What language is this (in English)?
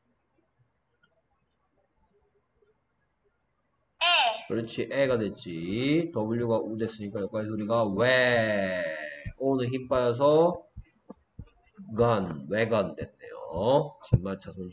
Korean